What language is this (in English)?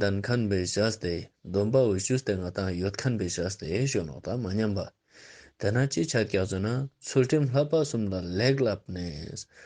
Ladakhi